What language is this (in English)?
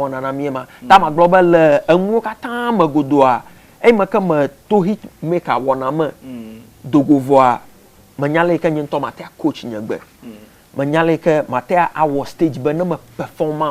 Ewe